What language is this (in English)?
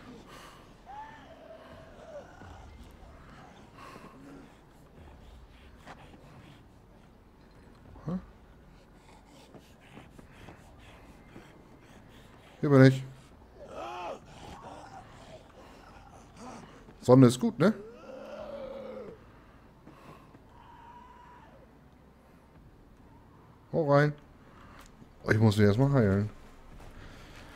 German